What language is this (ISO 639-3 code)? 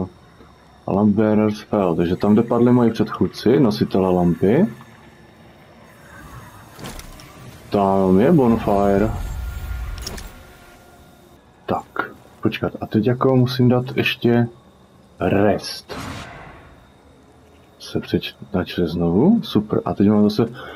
ces